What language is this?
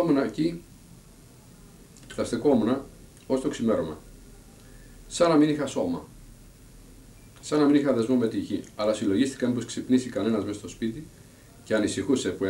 Greek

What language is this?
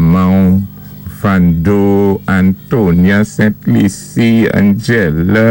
Saint Lucian Creole French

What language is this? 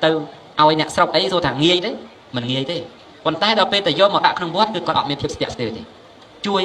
Khmer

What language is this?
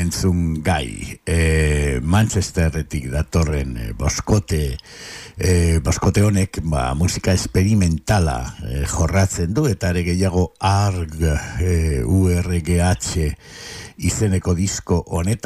Basque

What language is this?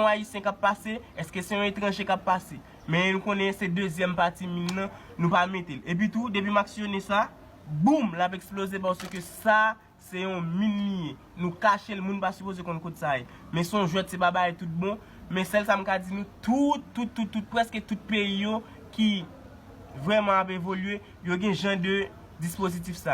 Haitian Creole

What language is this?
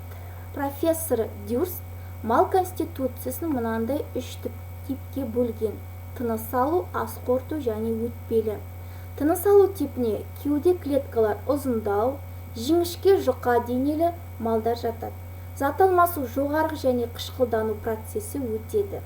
Kazakh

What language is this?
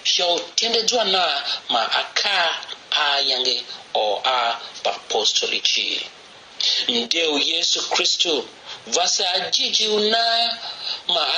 Tiv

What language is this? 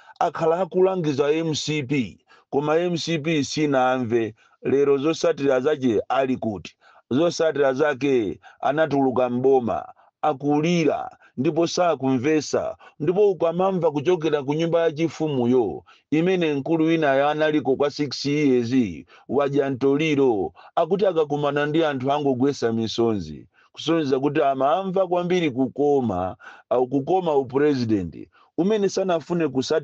Nyanja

